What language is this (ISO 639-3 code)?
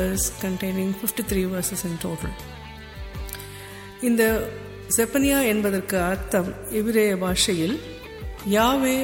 tam